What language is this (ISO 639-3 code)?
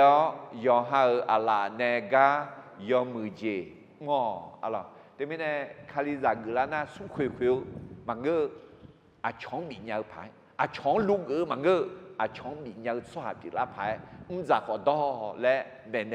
ahk